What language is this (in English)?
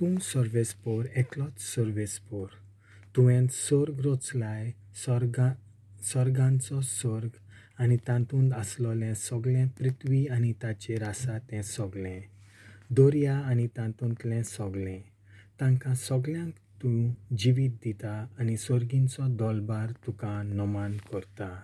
Konkani